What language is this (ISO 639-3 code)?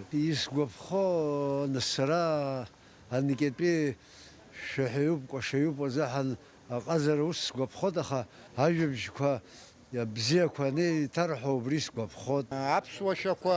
abk